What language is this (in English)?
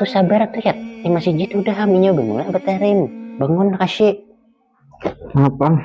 Banjar